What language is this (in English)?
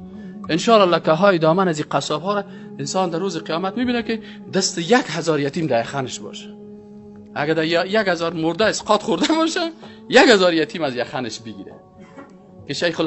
Persian